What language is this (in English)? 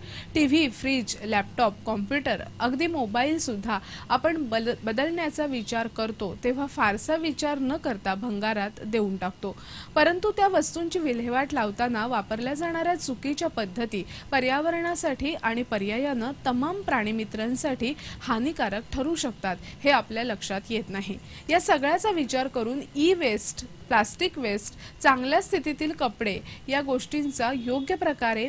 Marathi